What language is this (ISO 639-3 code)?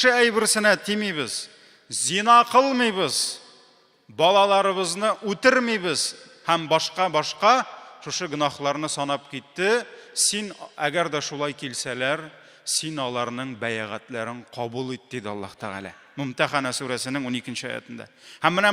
tat